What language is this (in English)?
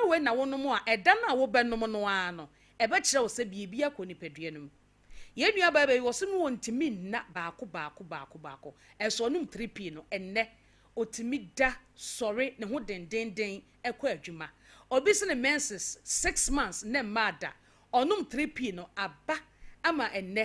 Akan